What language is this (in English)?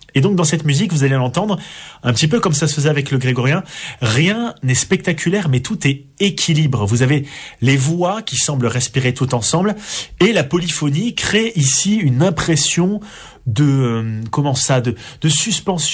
French